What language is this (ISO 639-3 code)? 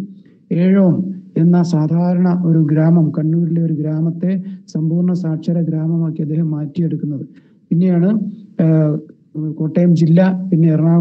mal